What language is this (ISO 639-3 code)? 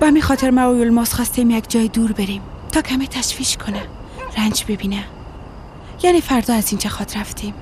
fas